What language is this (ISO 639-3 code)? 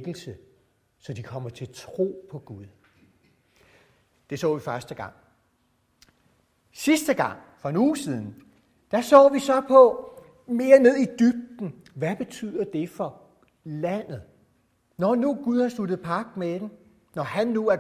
dan